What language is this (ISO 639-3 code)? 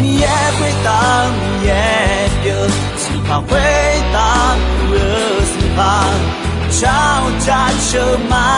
ahk